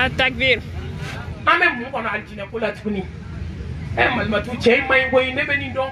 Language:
Bambara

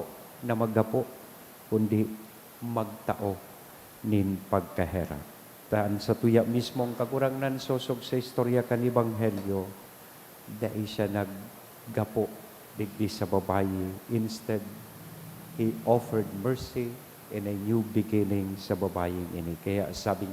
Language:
Bikol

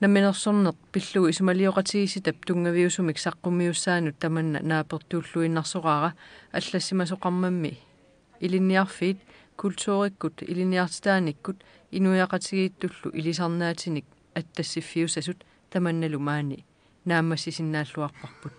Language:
Kalaallisut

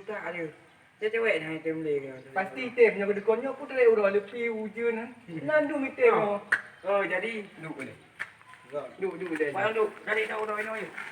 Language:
Achinese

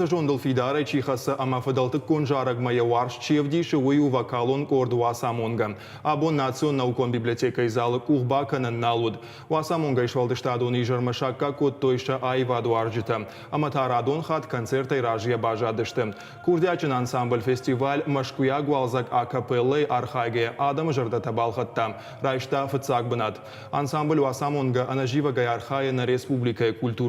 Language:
Ossetic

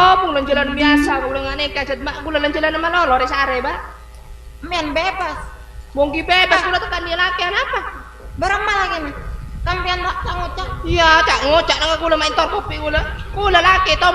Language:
Madurese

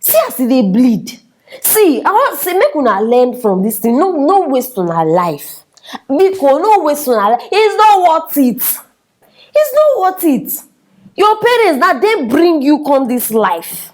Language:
Nigerian Pidgin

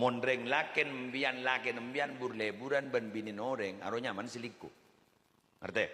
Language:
Madurese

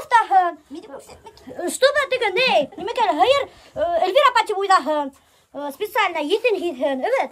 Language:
Bashkir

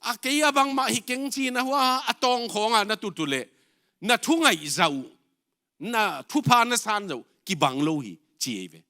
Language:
Tedim Chin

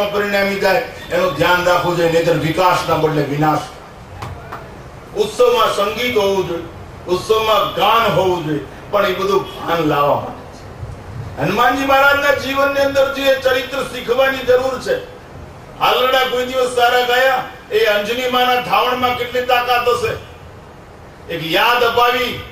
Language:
Gujarati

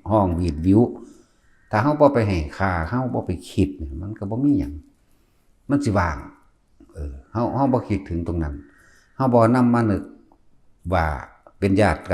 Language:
Northeastern Thai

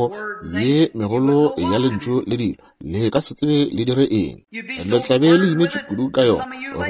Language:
Northern Sotho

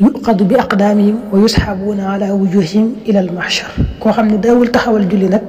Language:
Wolof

